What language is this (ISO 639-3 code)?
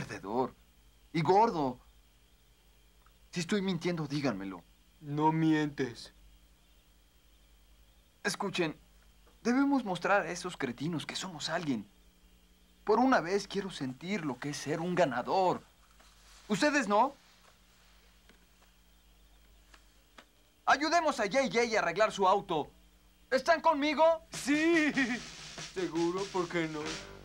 spa